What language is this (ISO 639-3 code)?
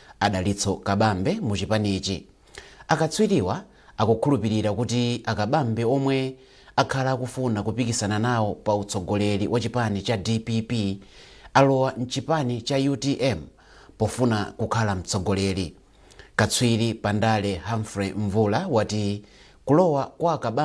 nya